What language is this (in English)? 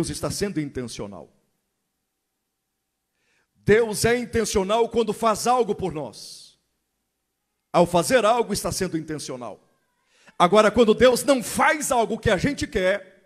Portuguese